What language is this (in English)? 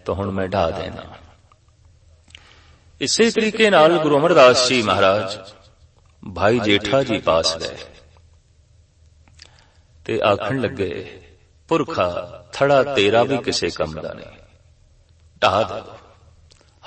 Punjabi